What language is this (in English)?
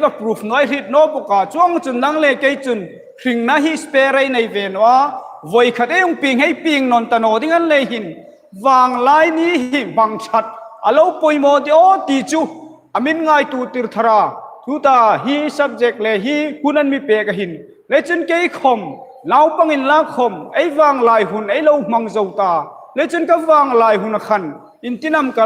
Hmar